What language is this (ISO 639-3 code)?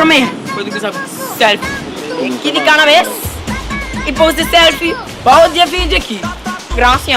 pap